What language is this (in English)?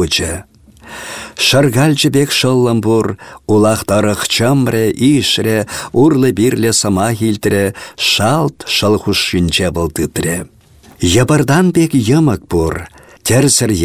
Chuvash